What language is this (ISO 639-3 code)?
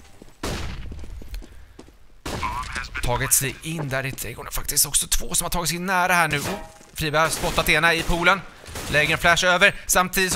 swe